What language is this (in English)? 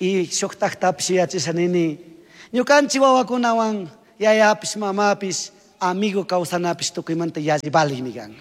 Chimborazo Highland Quichua